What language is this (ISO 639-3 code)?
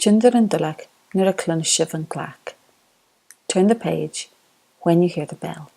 gla